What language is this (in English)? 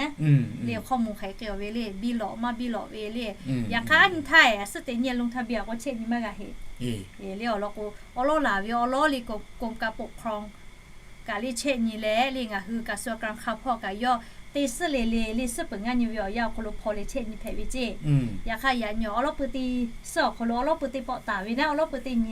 Lahu